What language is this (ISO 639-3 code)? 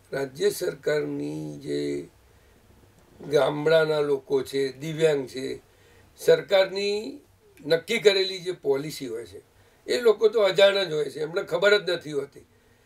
guj